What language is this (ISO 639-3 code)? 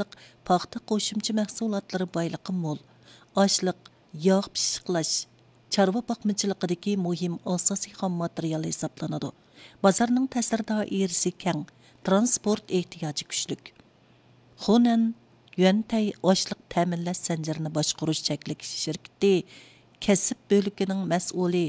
uig